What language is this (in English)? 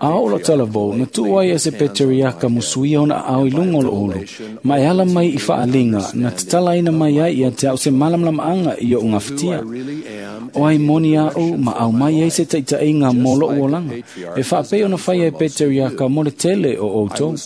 Samoan